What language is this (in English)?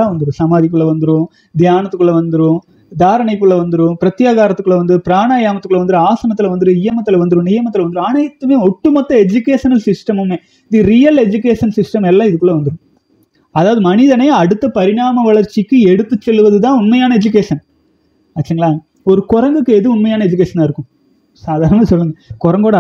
Tamil